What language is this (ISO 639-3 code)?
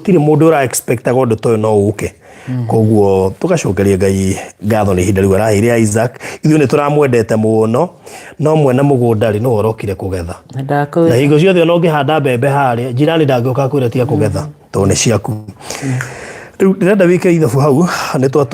kik